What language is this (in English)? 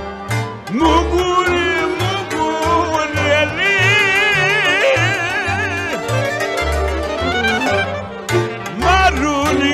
Romanian